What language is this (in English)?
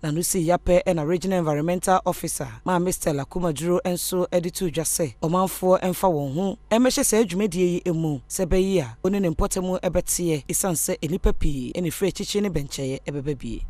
Akan